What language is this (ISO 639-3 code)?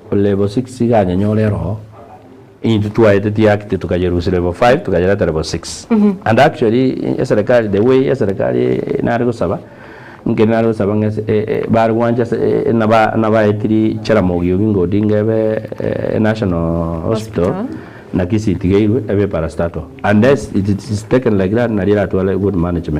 guz